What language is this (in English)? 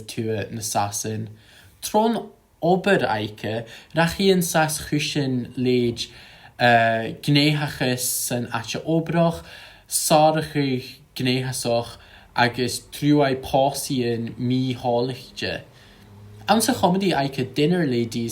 Scottish Gaelic